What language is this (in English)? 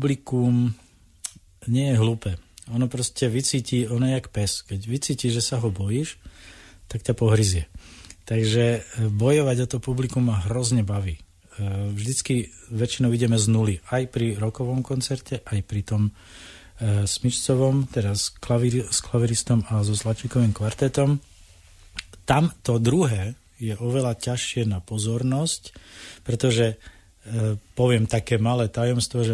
Slovak